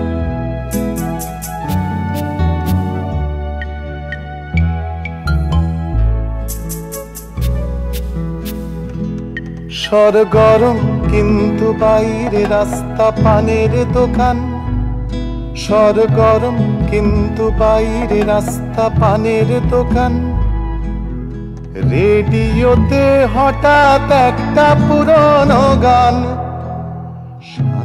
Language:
Bangla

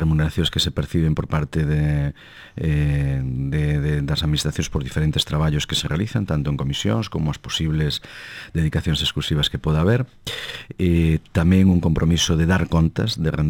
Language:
Galician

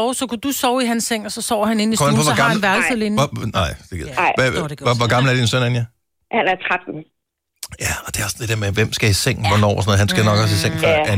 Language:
Danish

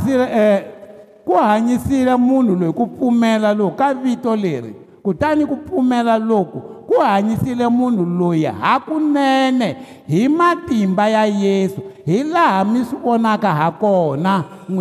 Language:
Tsonga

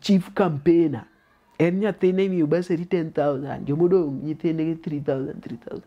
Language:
Luo (Kenya and Tanzania)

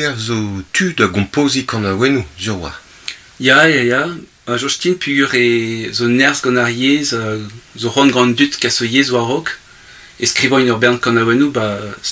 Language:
Breton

